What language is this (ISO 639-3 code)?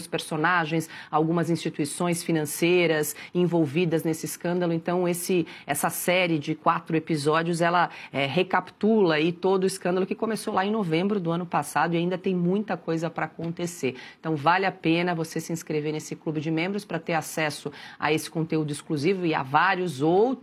por